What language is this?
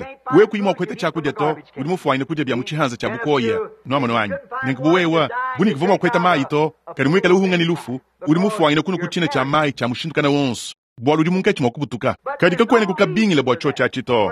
Luba-Lulua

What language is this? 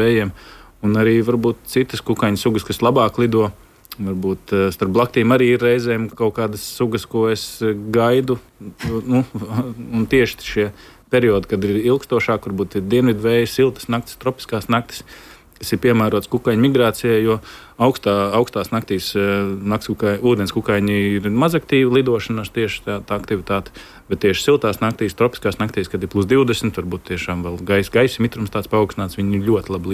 Latvian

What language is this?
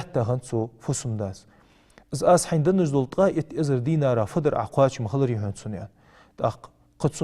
Ingush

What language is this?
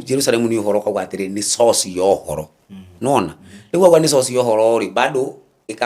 Kikuyu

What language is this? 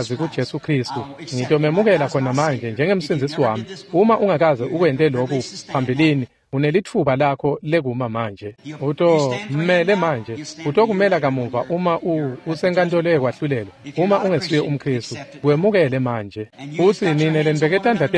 Swati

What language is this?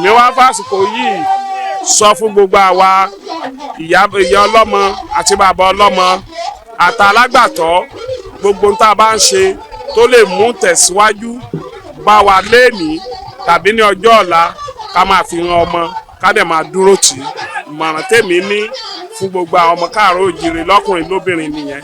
Yoruba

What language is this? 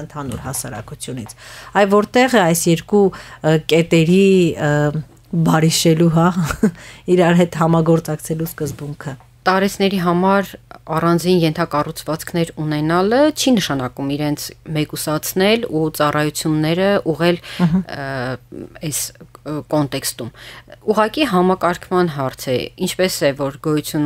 Armenian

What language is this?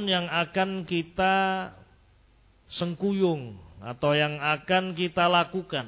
Indonesian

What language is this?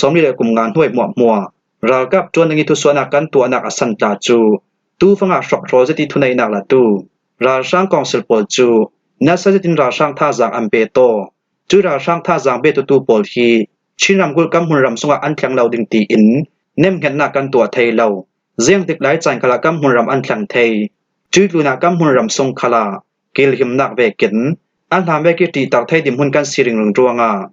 Falam Chin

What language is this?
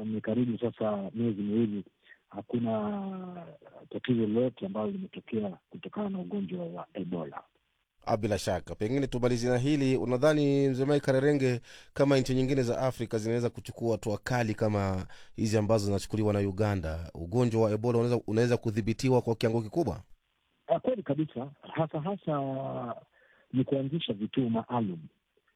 Swahili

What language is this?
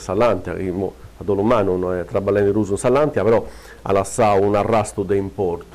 Sardinian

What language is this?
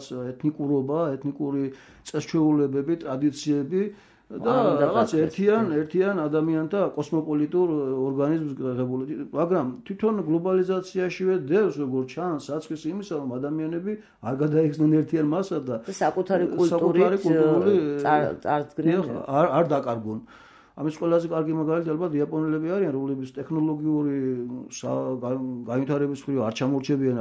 Georgian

